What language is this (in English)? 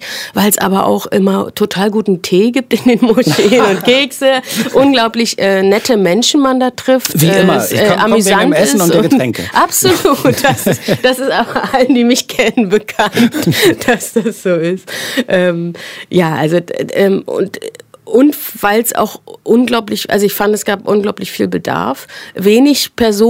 German